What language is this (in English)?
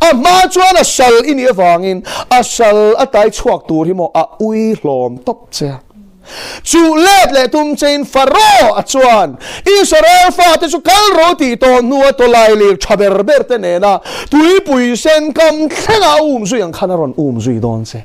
Mizo